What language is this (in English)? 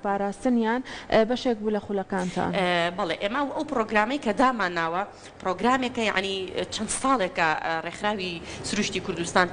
Central Kurdish